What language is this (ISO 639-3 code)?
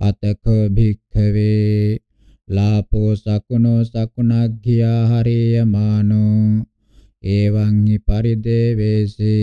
pli